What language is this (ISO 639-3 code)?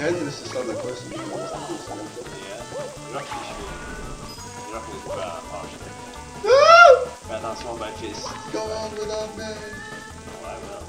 fao